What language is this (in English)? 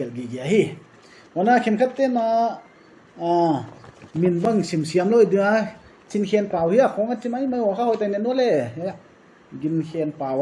Paite Chin